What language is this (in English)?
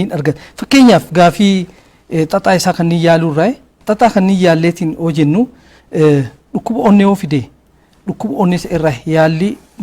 Oromo